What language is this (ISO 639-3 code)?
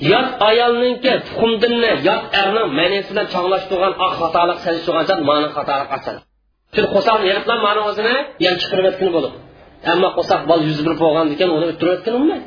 uig